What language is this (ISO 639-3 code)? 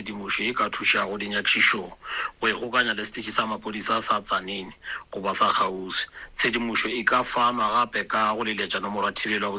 nso